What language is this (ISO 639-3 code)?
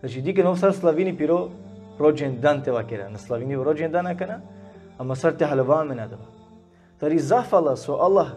rmn